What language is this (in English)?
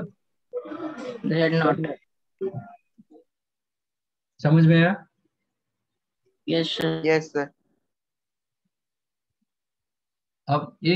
Hindi